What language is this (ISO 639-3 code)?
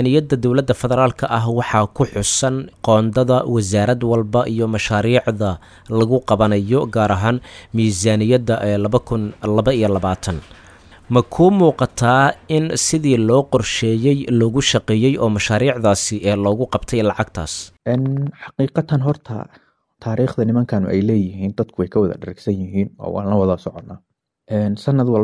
som